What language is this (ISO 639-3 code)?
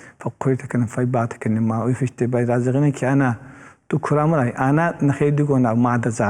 oss